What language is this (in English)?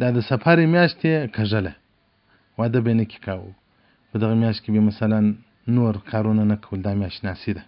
Pashto